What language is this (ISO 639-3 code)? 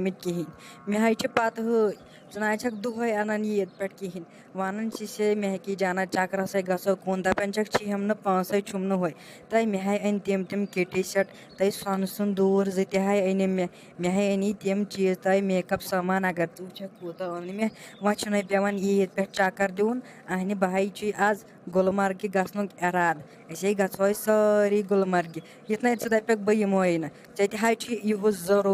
kas